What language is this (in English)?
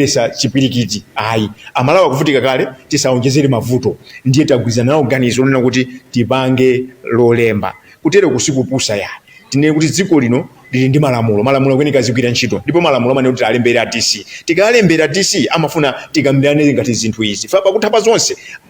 Nyanja